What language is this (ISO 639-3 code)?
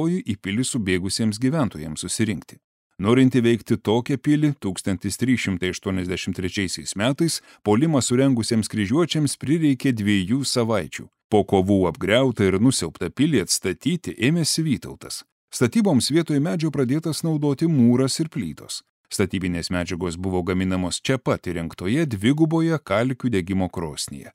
lit